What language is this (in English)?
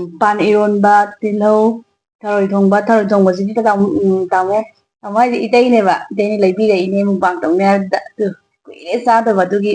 Manipuri